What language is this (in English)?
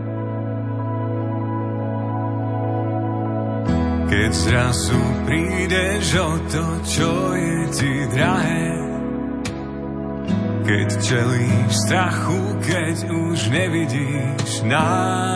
Slovak